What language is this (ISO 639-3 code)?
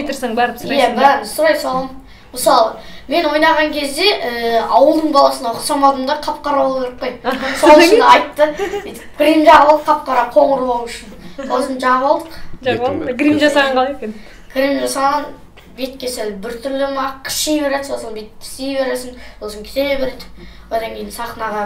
kaz